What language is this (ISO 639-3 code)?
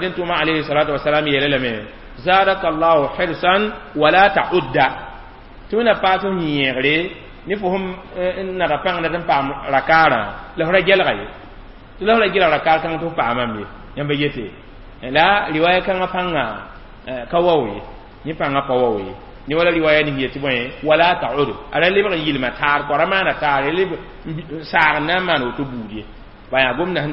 mos